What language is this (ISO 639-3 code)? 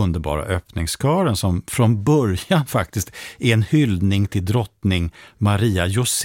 swe